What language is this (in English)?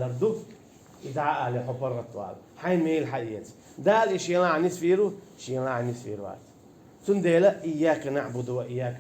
Chechen